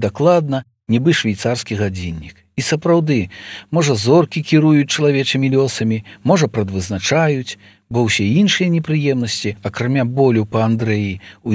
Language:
Belarusian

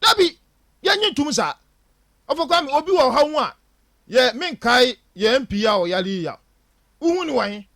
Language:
Akan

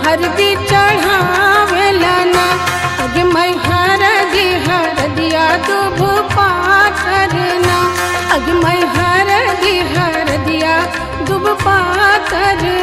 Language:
Bhojpuri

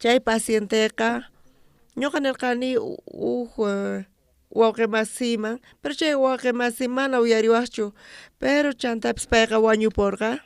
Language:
South Bolivian Quechua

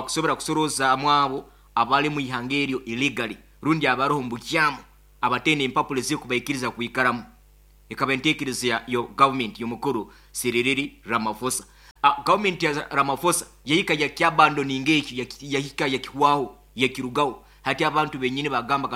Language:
Nyoro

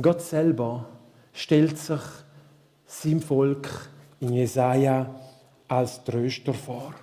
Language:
Swiss German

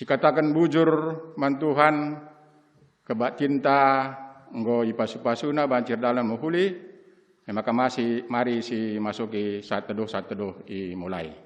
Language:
Batak Karo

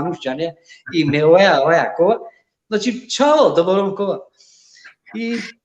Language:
Balkan Romani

